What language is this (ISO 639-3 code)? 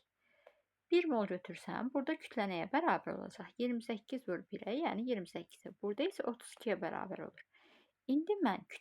aze